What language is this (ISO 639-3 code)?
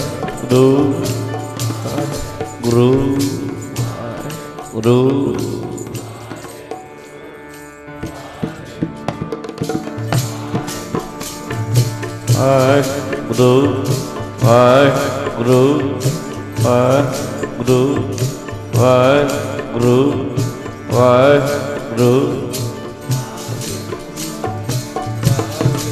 pan